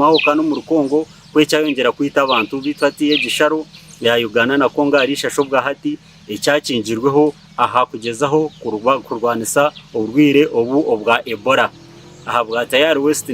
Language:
Nyankole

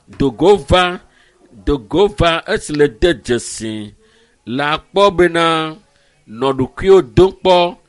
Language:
Ewe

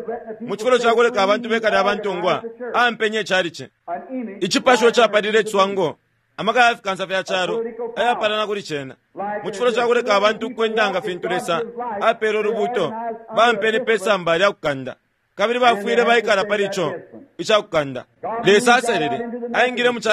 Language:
Bemba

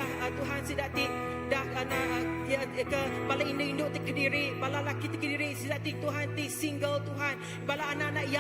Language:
Iban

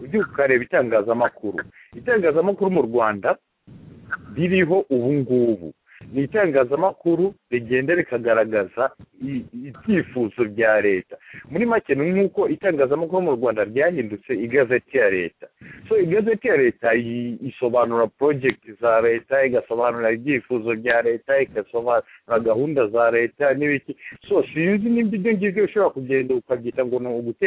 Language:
Kinyarwanda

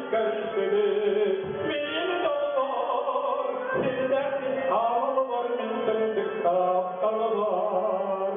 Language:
Yakut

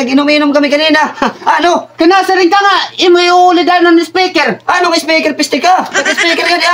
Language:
Waray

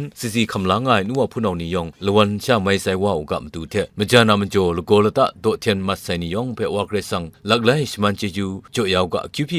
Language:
Kachin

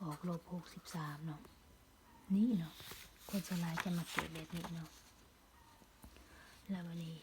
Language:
Lao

